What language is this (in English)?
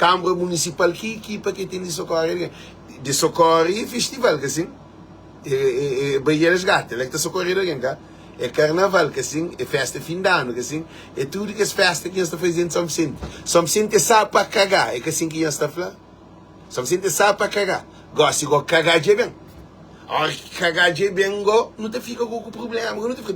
Kabuverdianu